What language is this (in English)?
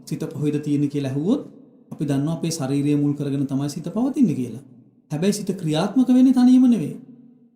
Sinhala